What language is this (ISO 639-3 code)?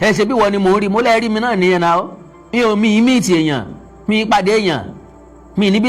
yor